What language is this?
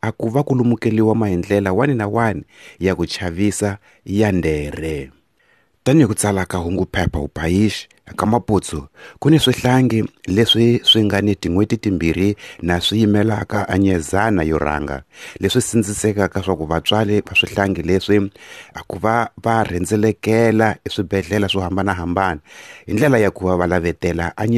Tsonga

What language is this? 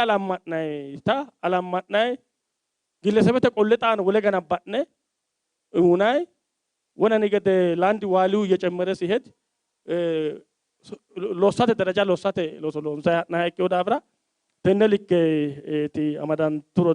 Sidamo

